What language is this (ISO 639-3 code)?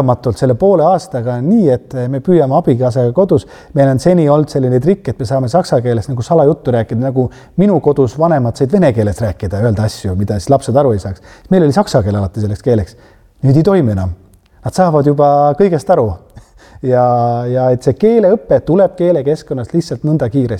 est